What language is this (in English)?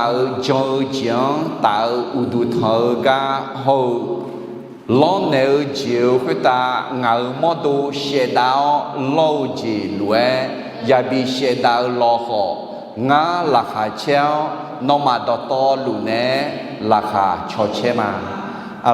Akha